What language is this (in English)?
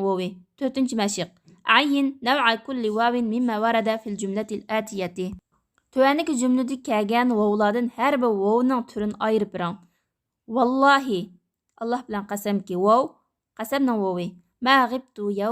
Uyghur